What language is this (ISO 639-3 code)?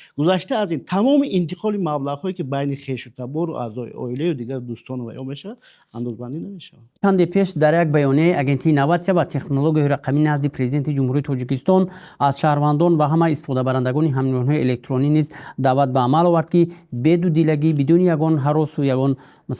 tgk